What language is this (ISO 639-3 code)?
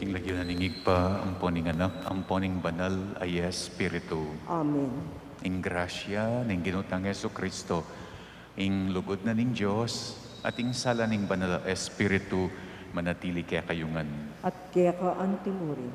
pam